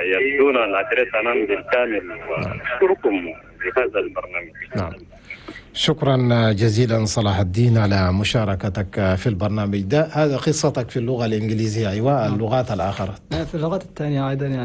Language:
Chadian Arabic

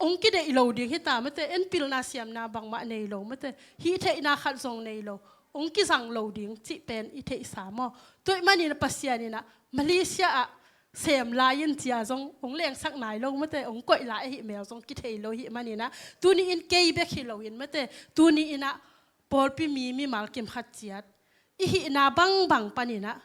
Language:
Tedim Chin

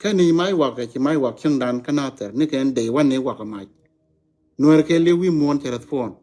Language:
Nuer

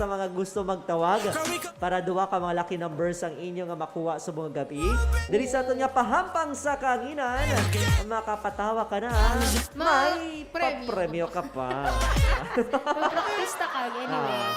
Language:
Hiligaynon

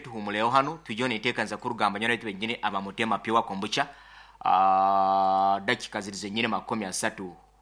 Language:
Nyoro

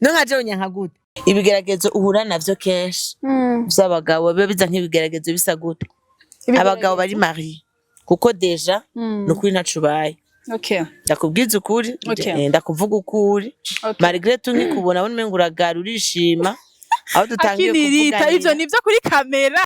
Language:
Rundi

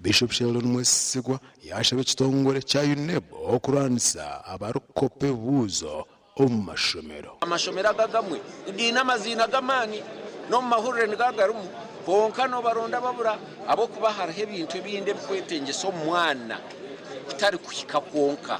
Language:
Nyankole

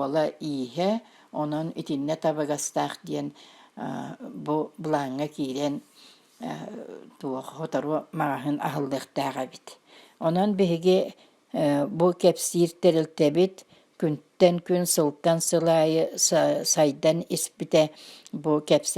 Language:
Yakut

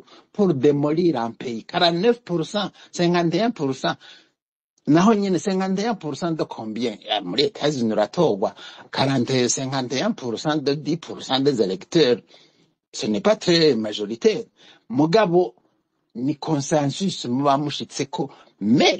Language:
Rundi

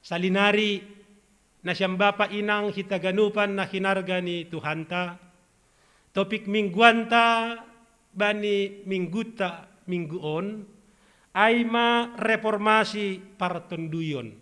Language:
Batak Simalungun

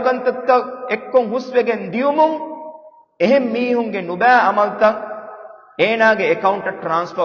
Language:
Divehi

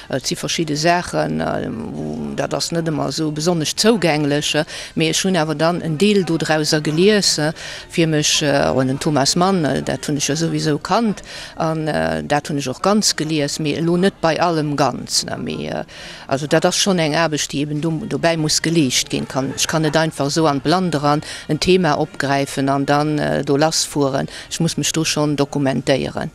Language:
Luxembourgish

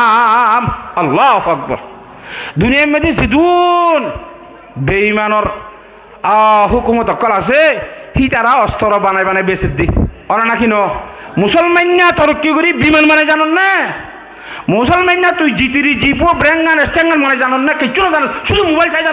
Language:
Rohingya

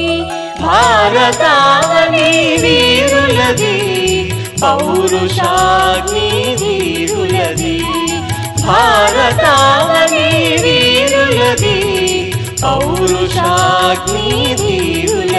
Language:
Telugu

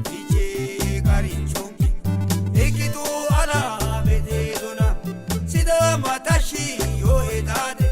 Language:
Sidamo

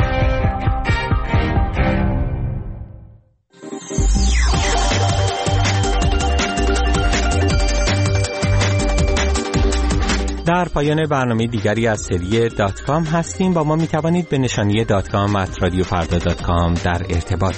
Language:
Persian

